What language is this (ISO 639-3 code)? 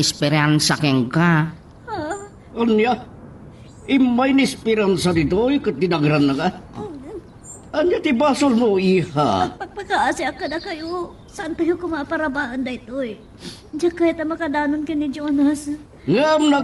ilo